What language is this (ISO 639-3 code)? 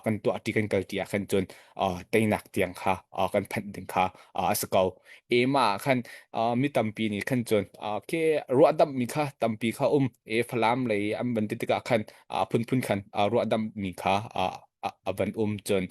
cnh